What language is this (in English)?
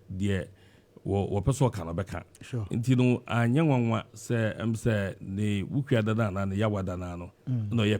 Akan